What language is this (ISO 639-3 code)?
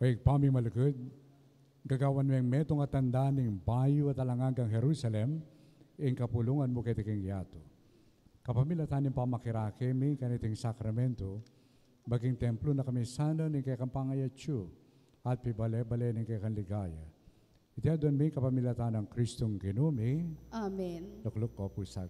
pam